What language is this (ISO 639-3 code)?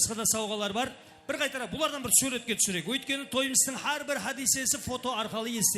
kaa